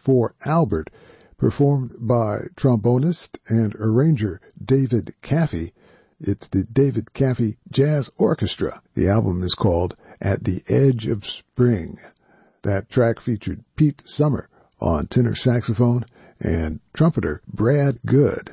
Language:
English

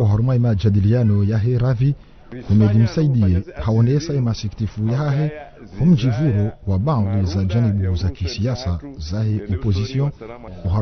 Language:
Ngazidja Comorian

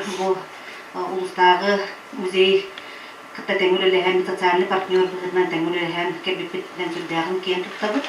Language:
Yakut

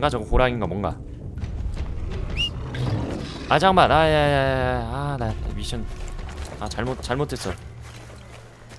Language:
Korean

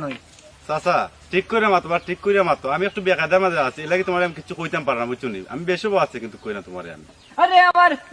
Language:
Sylheti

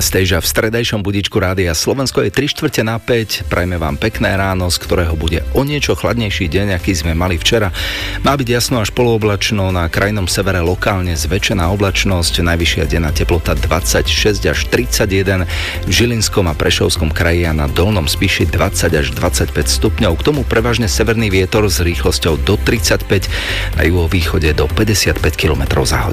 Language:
Slovak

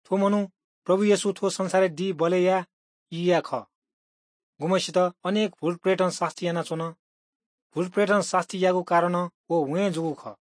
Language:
Newari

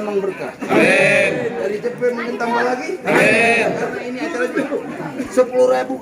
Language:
Betawi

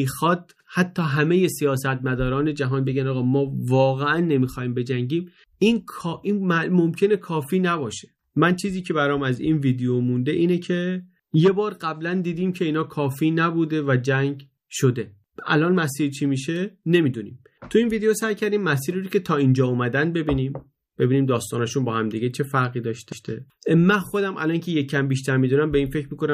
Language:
Persian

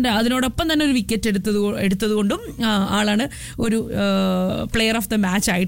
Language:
Malayalam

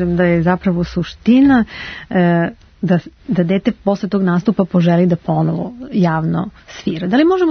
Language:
Serbian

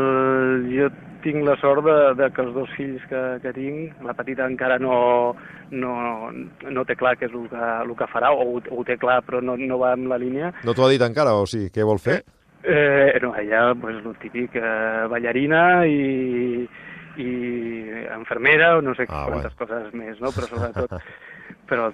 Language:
Catalan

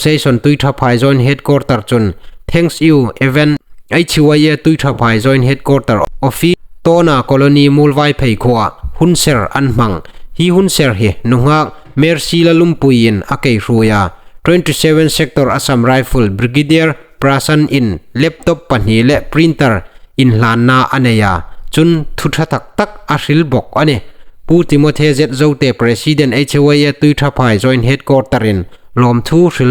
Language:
Hmar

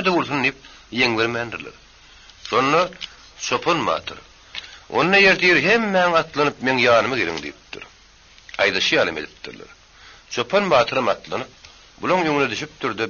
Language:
Turkmen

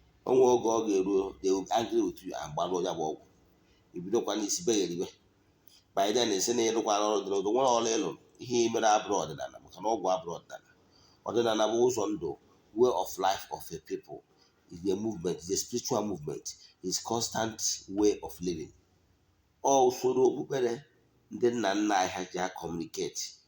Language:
Igbo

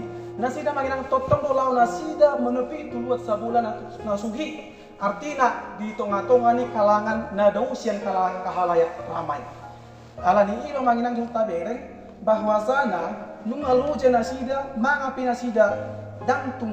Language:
Batak Toba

